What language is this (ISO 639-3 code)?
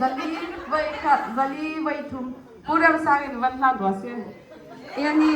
hmr